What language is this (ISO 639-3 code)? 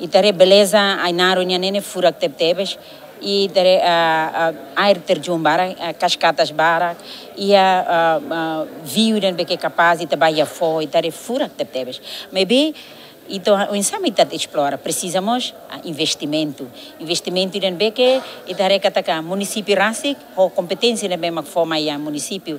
tet